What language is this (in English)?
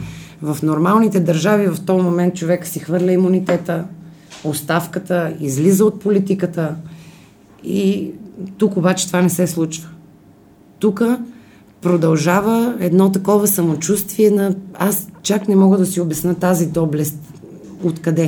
Bulgarian